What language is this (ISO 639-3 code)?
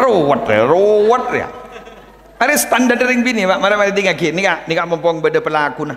mad